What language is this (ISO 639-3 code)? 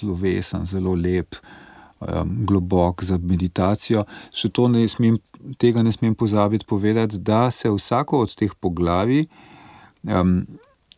slv